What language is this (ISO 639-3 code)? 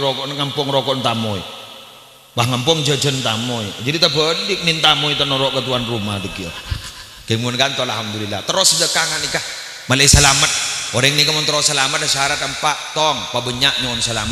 mad